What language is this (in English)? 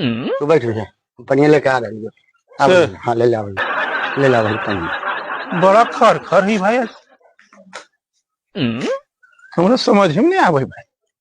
Magahi